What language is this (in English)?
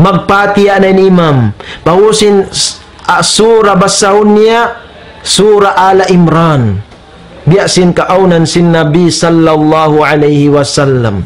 Tausug